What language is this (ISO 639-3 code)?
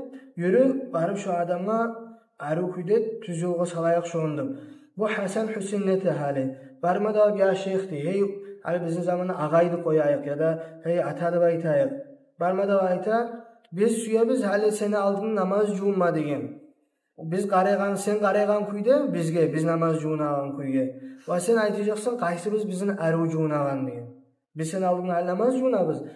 kum